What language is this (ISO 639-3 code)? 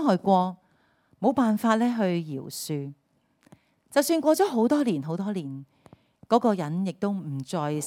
yue